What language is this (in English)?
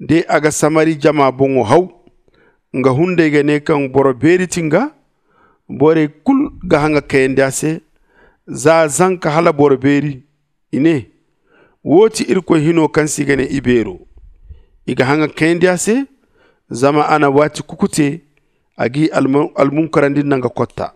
Zarma